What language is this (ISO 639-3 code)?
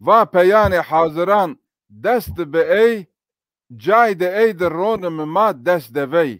zza